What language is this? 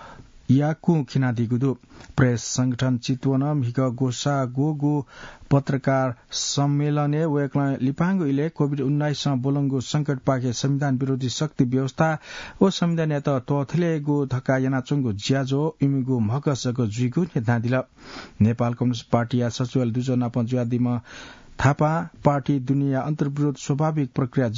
Newari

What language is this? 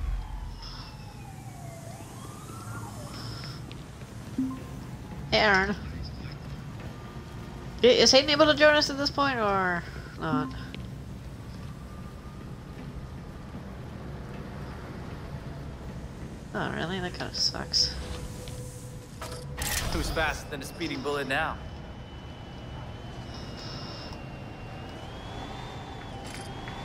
English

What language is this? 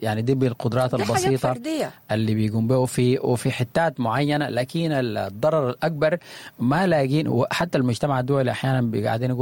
Sudanese Arabic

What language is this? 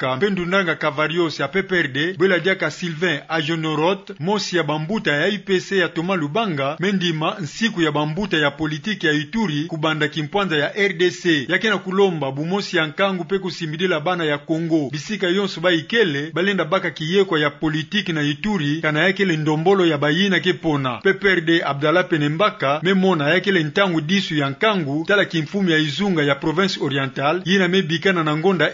Kituba (Democratic Republic of Congo)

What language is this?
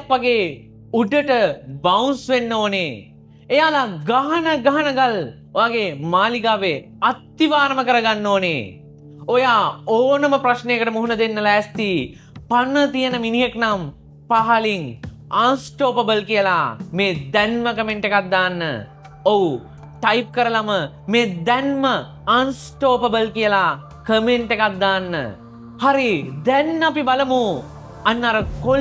Sinhala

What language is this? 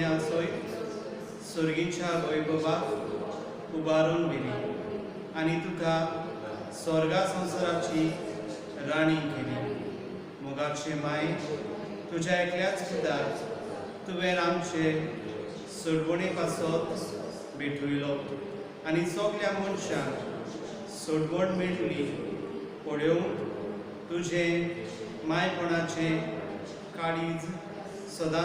Konkani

